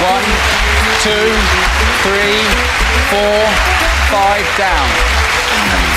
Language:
Kafa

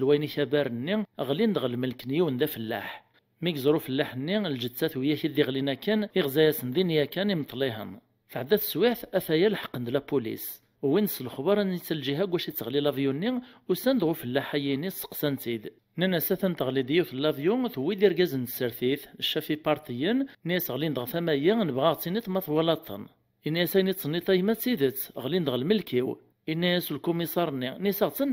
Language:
Kabyle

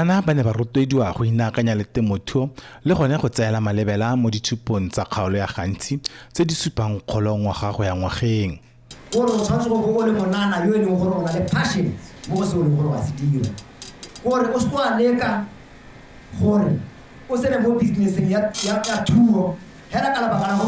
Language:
Tswana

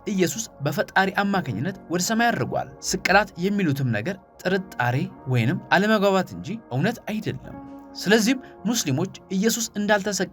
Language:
Amharic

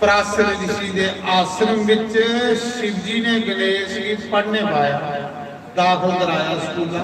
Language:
Dogri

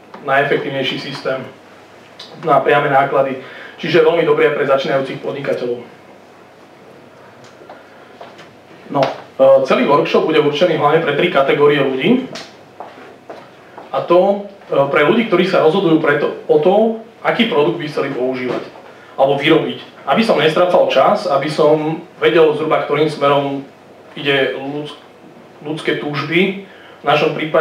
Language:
Slovak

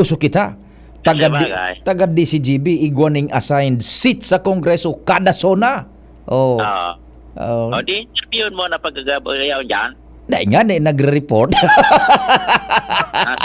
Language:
Bikol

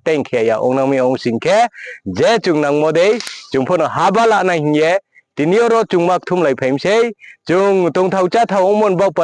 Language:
Riang (India)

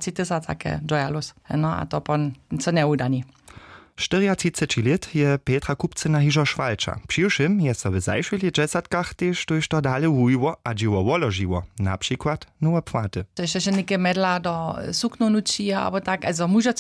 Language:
Upper Sorbian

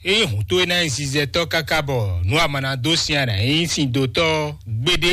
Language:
Fon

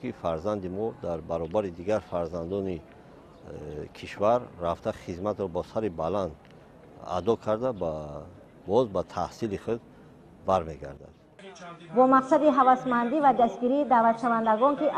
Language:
Tajik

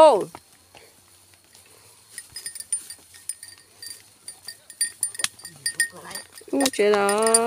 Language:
Vietnamese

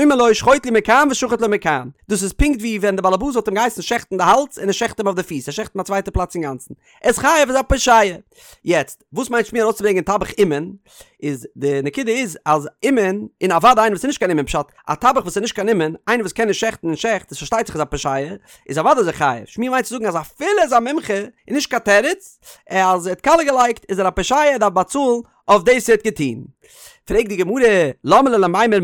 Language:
Yiddish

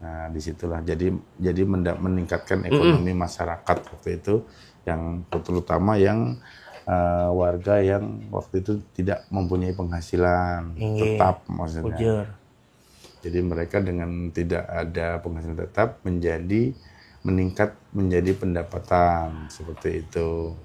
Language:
Banjar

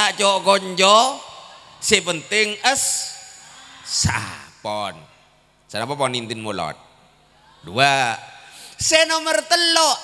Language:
Madurese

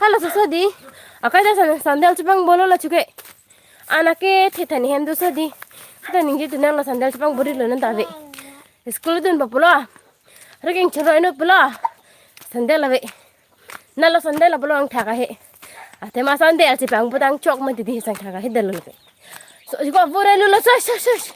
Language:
Karbi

